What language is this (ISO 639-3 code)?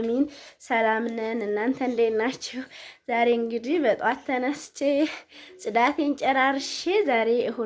amh